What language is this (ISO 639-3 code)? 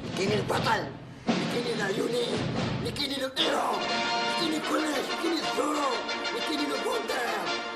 kab